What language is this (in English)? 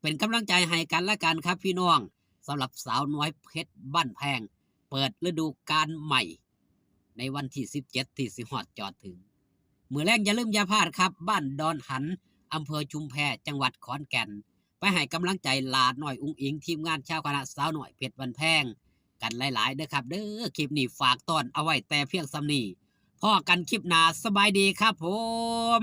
Northeastern Thai